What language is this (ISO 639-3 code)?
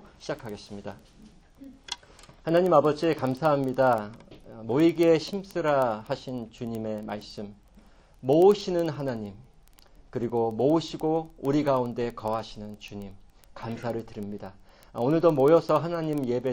kor